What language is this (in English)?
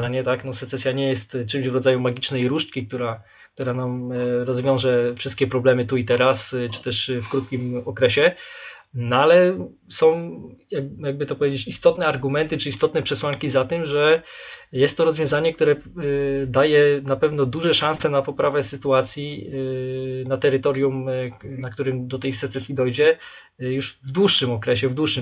Polish